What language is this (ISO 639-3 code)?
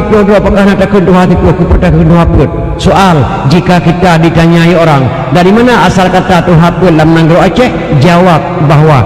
ace